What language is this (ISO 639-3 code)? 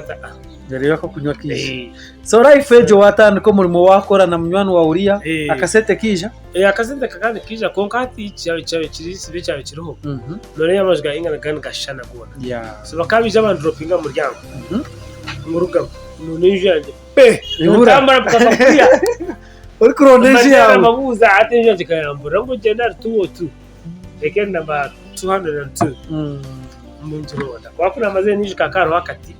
nyn